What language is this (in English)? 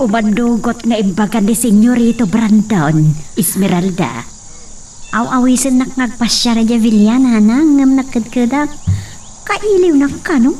Iloko